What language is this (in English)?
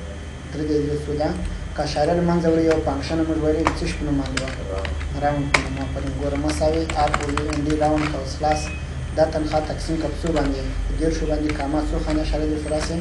Pashto